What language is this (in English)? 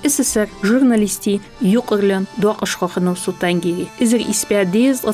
Ingush